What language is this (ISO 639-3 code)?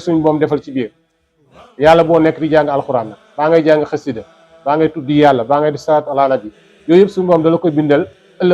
wol